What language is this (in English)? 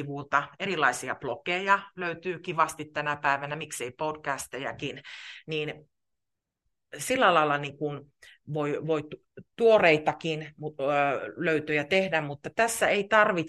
Finnish